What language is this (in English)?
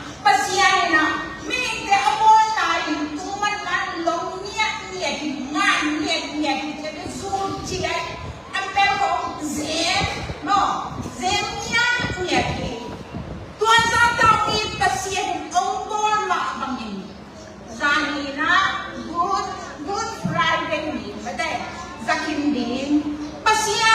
Tedim Chin